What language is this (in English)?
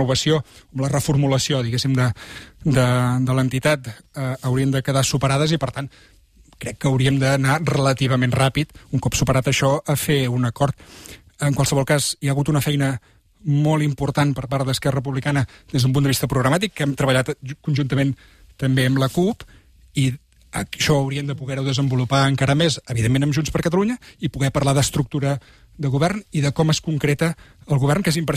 Catalan